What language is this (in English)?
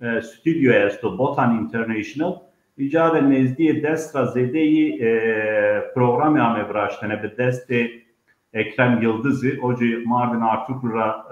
Zaza